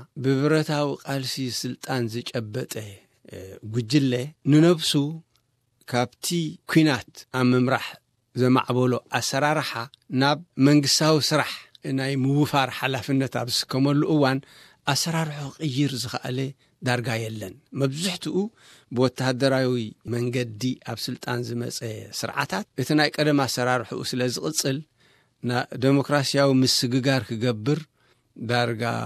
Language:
Tigrinya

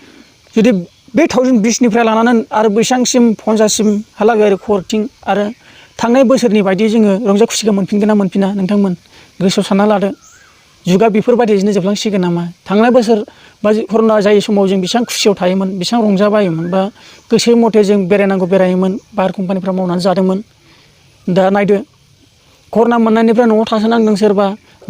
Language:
Bodo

